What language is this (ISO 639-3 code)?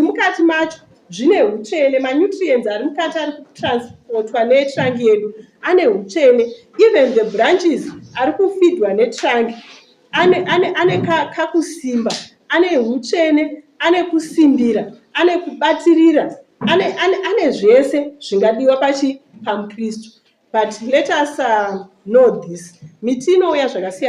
sna